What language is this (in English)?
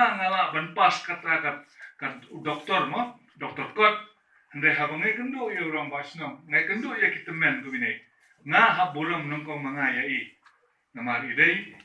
Khasi